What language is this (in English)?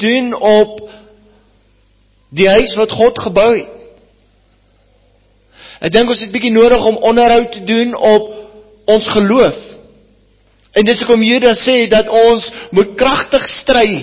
Afrikaans